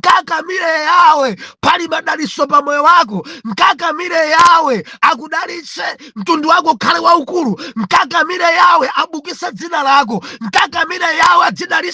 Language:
Nyanja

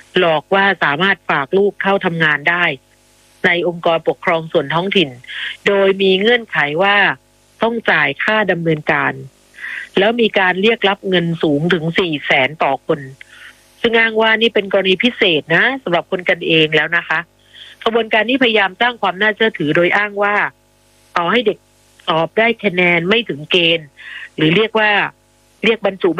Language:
Thai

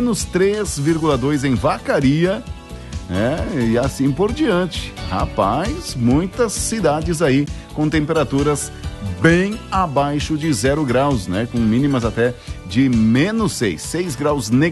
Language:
Portuguese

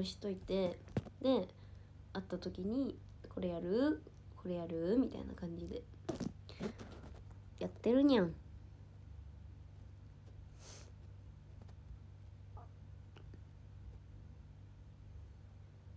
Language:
Japanese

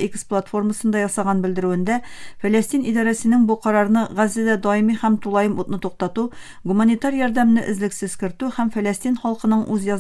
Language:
Tatar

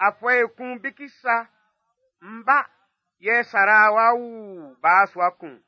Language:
Baoulé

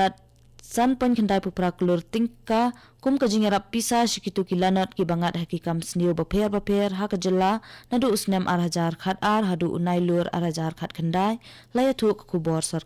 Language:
Khasi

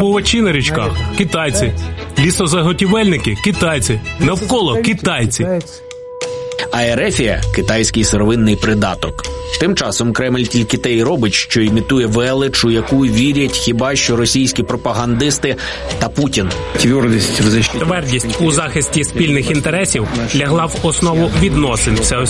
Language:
Ukrainian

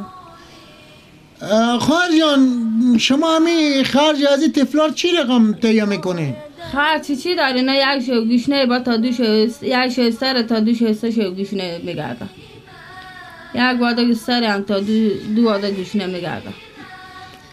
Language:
Persian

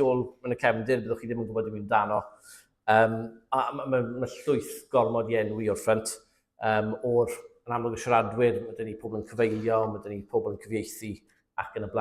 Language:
Welsh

